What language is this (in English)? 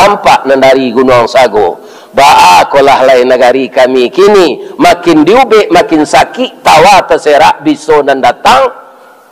Minangkabau